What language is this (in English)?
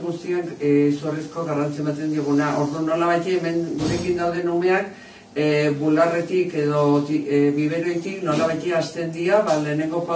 Basque